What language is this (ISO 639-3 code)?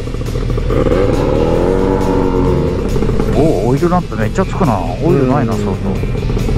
jpn